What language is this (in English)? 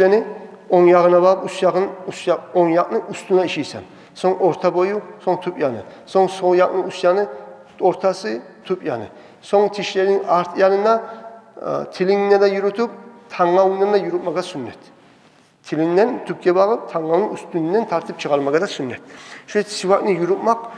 Kumyk